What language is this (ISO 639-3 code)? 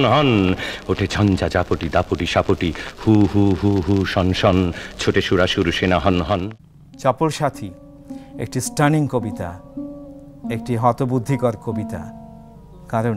ben